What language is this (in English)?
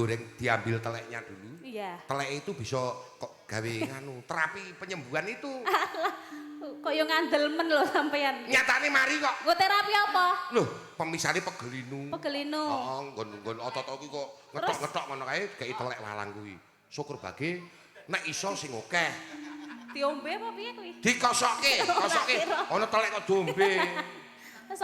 Javanese